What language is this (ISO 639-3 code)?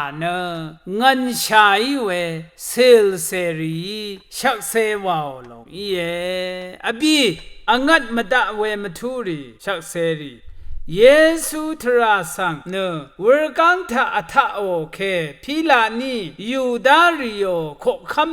raw